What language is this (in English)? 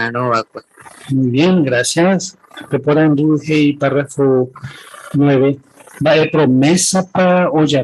Guarani